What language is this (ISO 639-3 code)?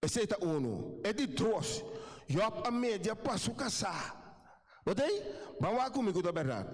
pap